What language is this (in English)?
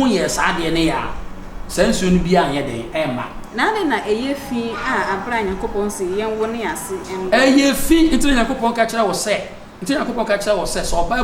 Akan